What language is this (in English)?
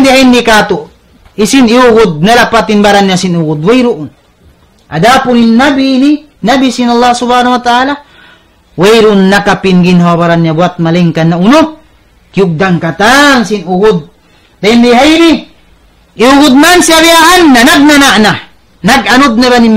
Tausug